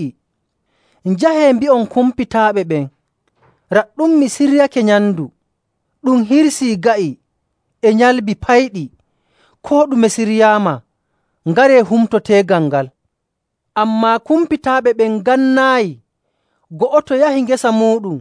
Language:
Nigerian Fulfulde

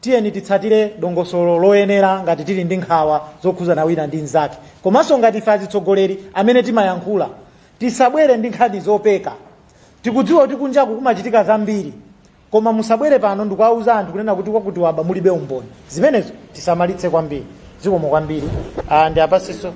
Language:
Nyanja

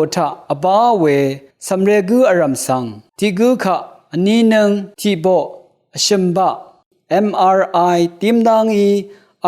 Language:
Rawang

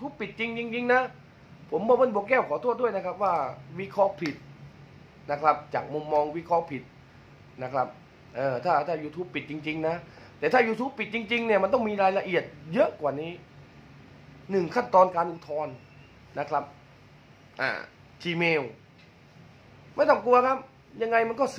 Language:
Thai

